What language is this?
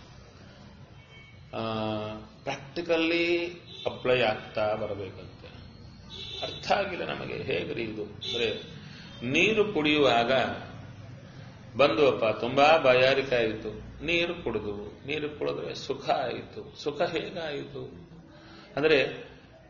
Kannada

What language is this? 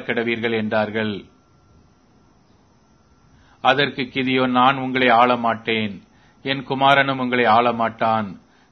Tamil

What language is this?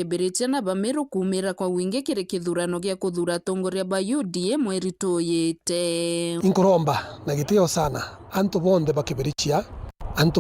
Meru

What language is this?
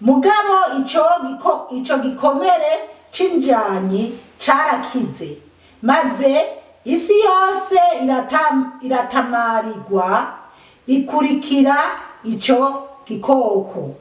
Rundi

